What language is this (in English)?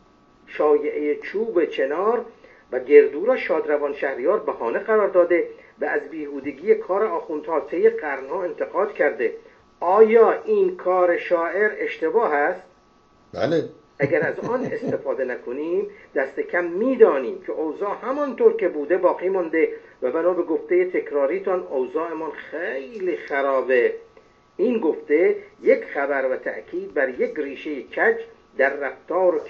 Persian